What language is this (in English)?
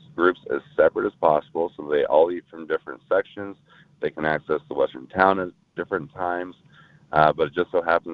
English